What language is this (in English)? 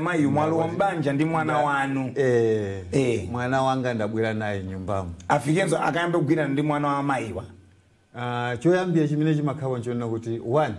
Nyanja